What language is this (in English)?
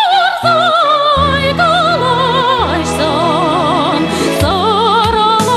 Chuvash